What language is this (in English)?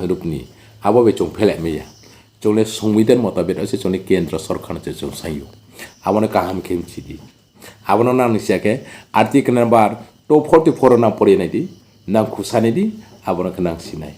Riang (India)